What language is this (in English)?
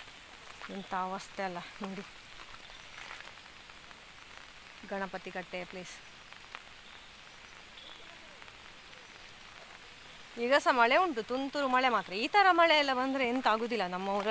Kannada